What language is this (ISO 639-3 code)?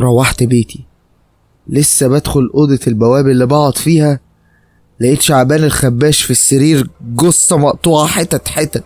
arz